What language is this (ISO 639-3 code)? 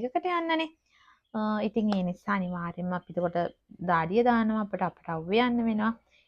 sin